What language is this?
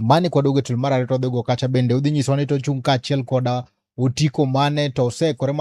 Luo (Kenya and Tanzania)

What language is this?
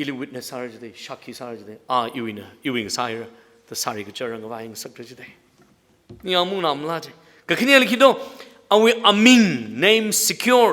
Tangkhul Naga (India)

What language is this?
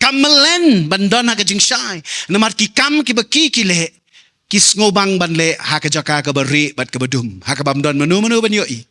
Khasi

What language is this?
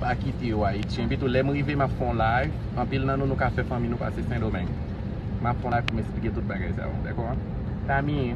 Haitian Creole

